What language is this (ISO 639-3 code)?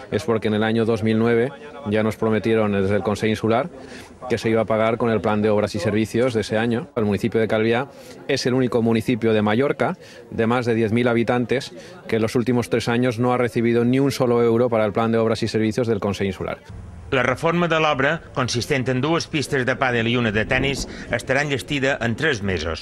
cat